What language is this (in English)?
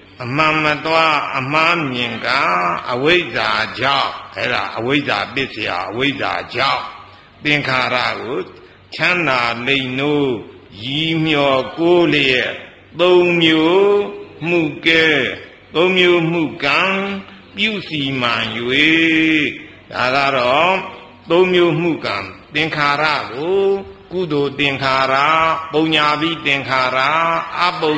Burmese